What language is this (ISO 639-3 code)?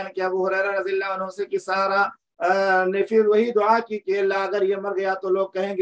urd